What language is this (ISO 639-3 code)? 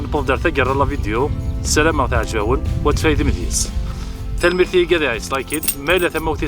kab